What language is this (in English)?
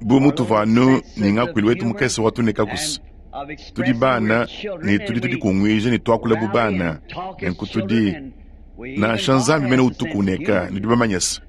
Luba-Lulua